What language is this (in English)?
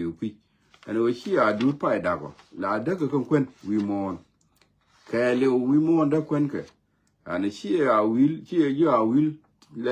Nuer